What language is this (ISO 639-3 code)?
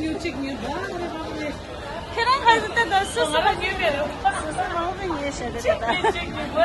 bod